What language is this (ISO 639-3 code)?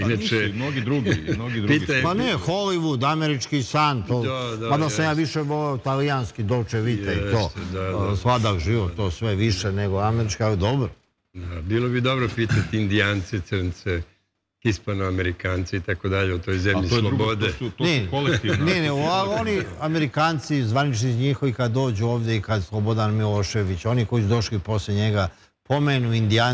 srp